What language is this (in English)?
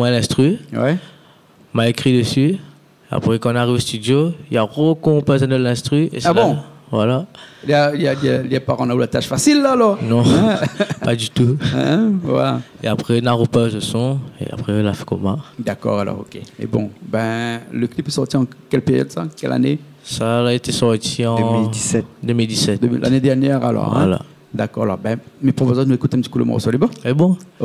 Réunion Creole French